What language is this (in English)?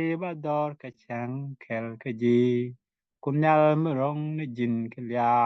Nuer